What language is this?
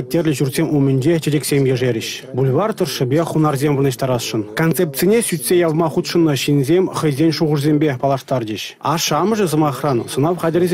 Chuvash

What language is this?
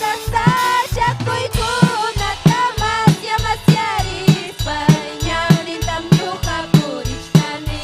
Ayacucho Quechua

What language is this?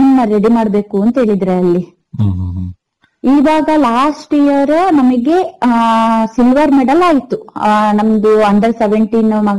Kannada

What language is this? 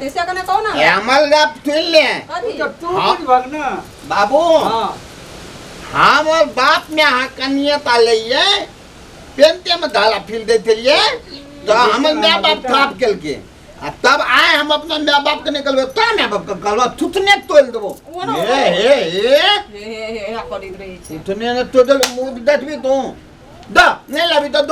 Maithili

